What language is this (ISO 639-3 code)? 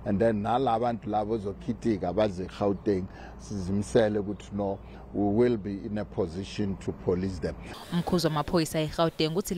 zul